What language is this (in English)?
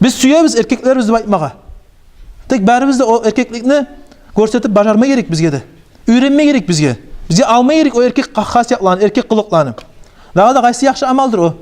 Kumyk